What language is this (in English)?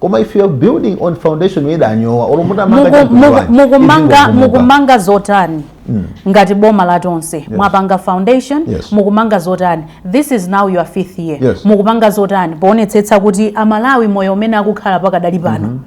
Nyanja